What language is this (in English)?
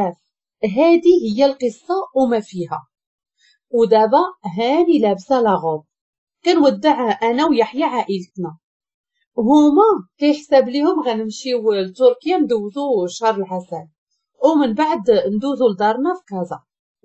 Moroccan Arabic